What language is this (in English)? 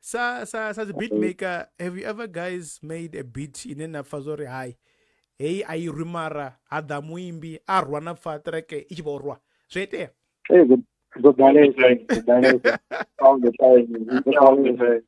Venda